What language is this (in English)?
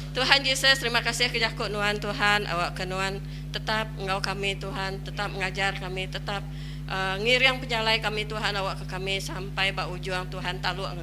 Iban